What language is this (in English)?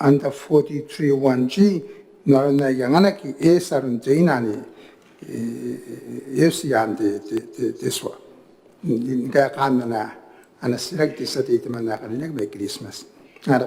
Gilbertese